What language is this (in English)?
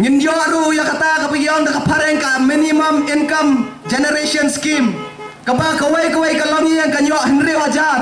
Khasi